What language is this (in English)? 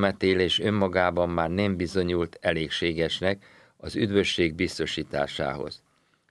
Hungarian